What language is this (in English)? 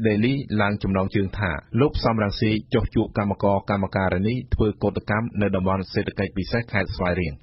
Khmer